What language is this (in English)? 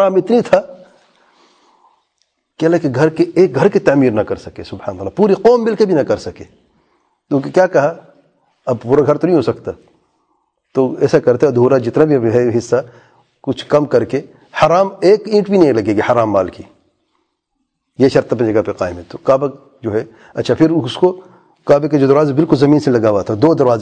Urdu